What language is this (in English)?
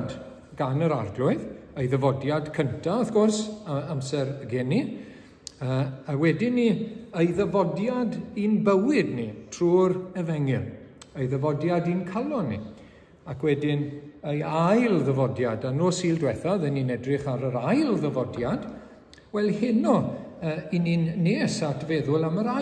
Welsh